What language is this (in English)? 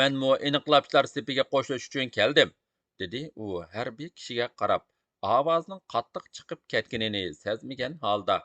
Uyghur